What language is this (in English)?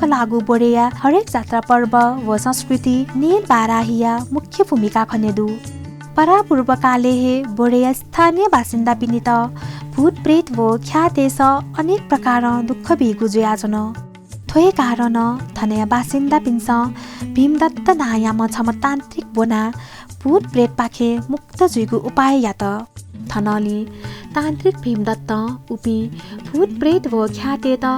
Newari